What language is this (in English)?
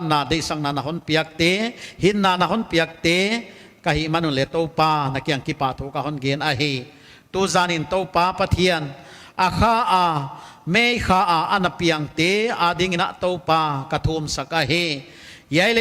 Paite Chin